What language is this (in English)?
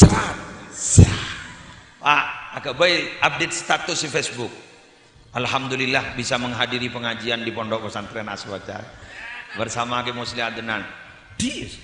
Madurese